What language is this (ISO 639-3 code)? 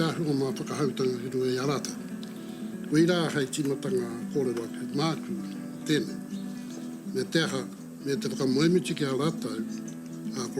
mri